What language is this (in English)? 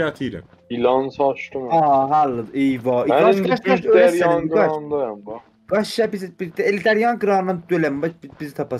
South Azerbaijani